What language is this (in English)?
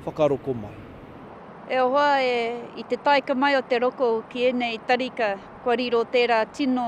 Māori